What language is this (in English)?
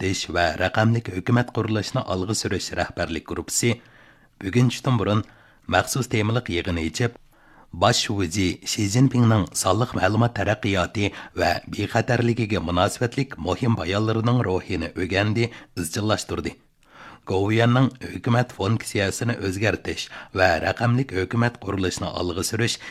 Uyghur